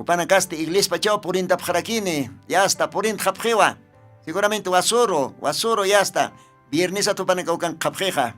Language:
Aymara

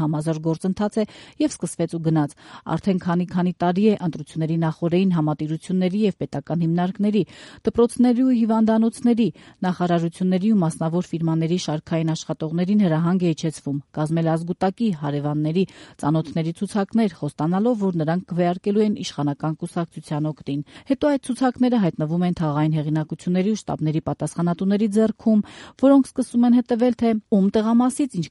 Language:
Armenian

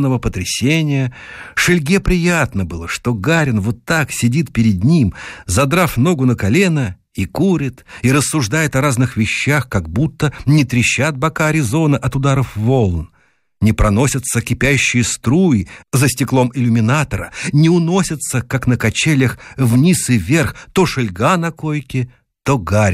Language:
Russian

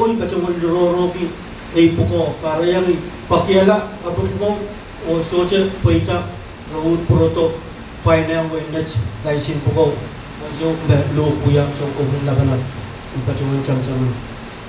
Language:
Pohnpeian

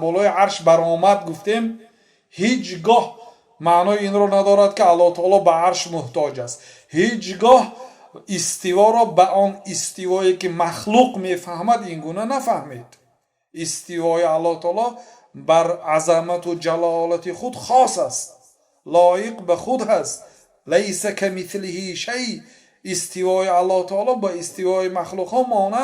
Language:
Tajik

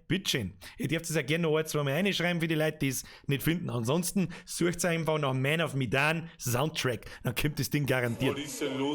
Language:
Bavarian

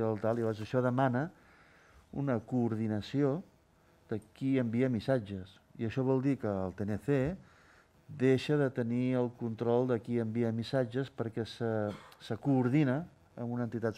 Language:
Catalan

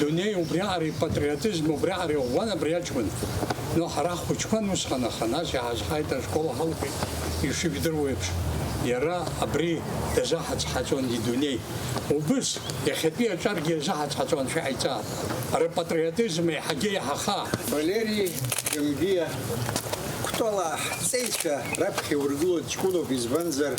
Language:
Abkhazian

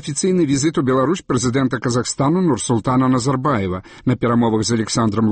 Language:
Belarusian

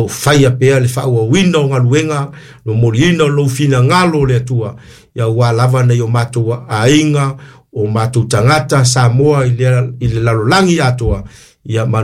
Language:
Samoan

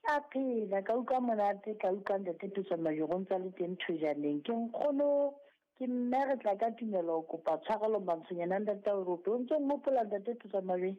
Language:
Southern Sotho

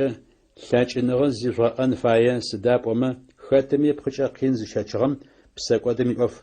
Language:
Adyghe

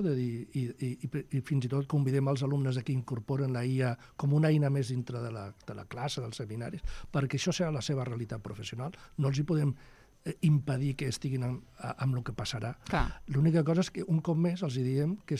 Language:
Catalan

